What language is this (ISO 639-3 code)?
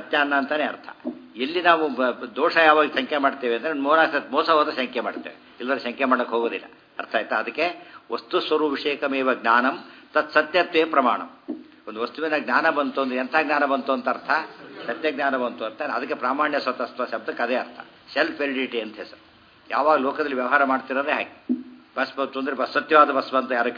kan